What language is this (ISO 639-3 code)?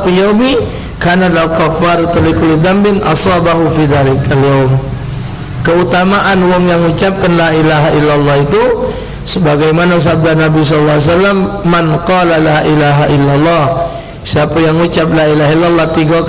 mui